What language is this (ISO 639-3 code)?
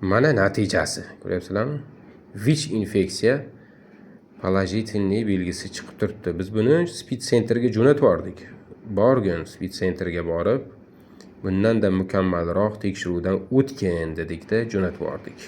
uzb